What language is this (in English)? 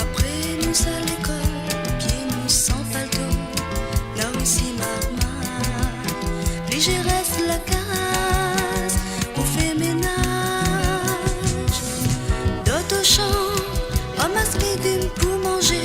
Morisyen